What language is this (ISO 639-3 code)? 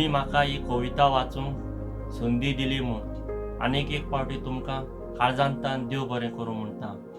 kok